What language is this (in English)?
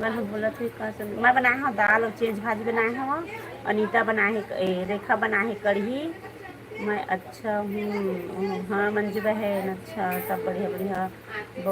Chhattisgarhi